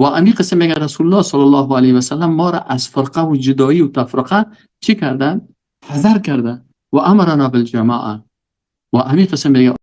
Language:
Persian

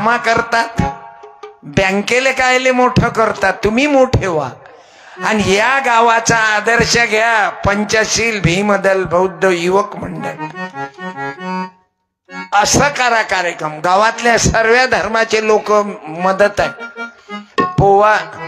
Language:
Marathi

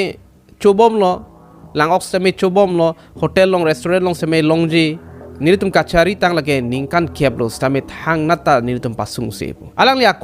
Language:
Karbi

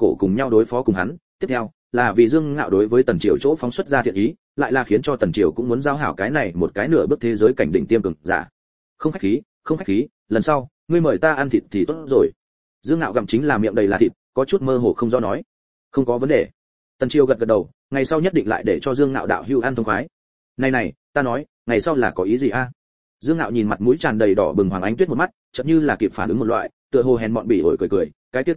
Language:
Vietnamese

